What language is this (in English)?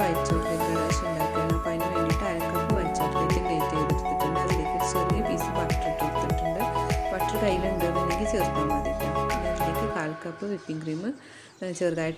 Malayalam